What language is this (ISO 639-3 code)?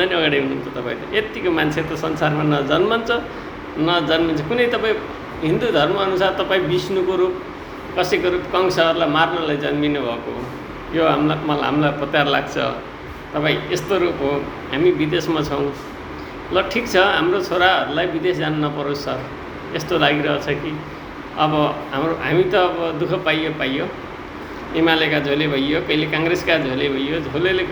nep